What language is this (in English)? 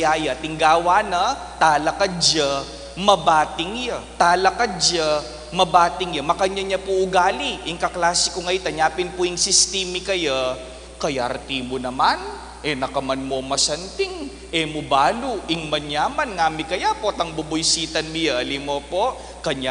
Pampanga